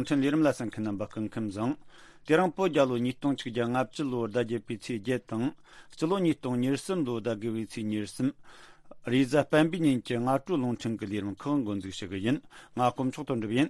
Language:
Tibetan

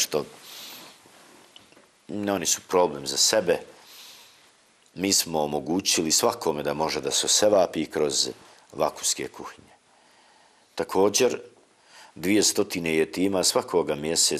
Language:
Bosnian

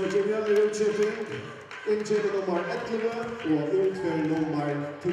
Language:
Faroese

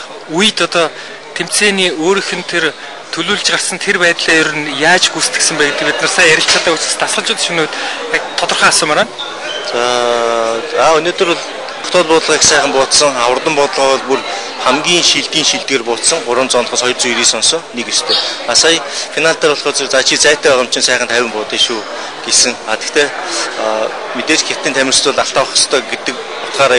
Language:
Mongolian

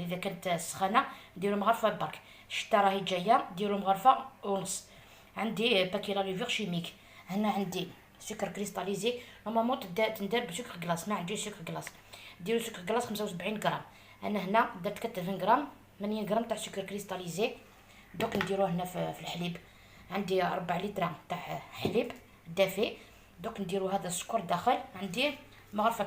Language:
Algerian Arabic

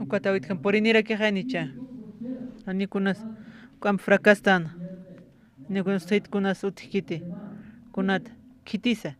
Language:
Aymara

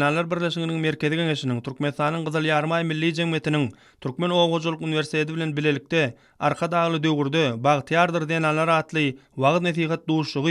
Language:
Turkmen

